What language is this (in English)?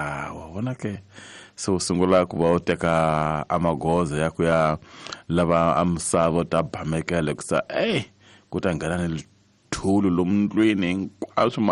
Tsonga